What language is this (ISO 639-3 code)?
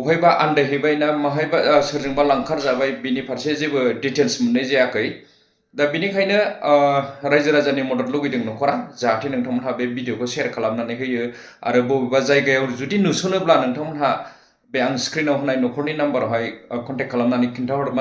brx